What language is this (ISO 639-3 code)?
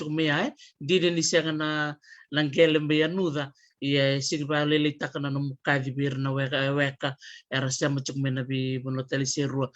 fij